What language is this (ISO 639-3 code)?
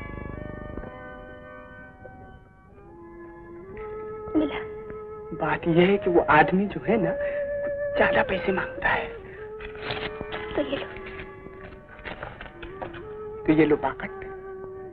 hin